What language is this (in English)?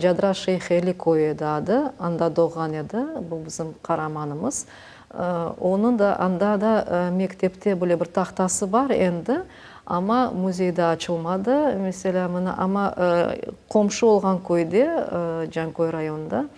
Crimean Tatar